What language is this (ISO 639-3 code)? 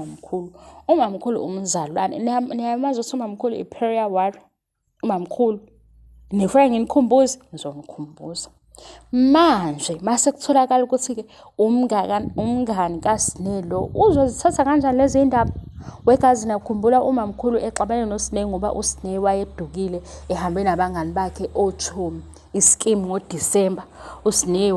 zul